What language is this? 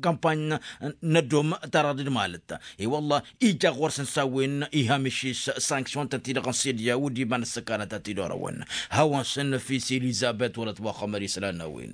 Tamasheq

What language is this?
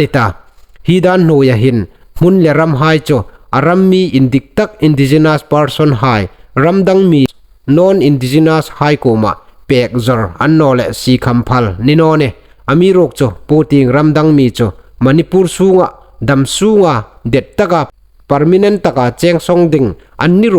Hmar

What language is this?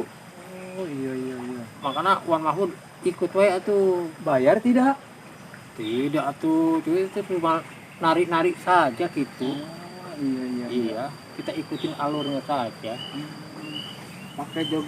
Betawi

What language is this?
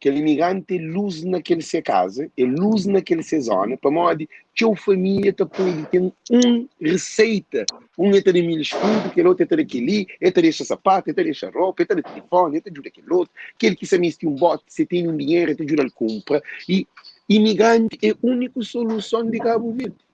Kabuverdianu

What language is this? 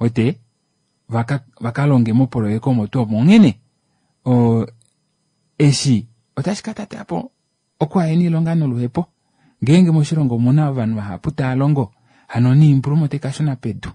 Kuanyama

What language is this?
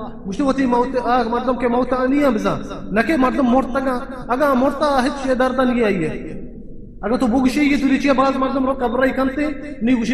Baluchi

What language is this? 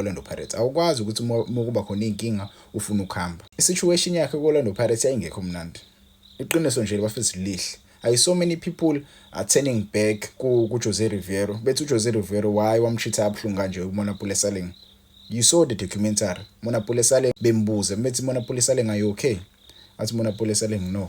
Zulu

